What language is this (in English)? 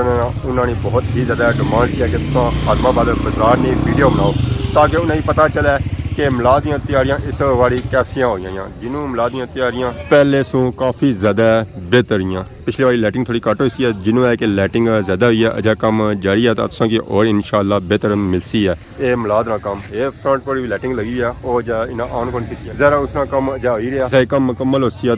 Pahari-Potwari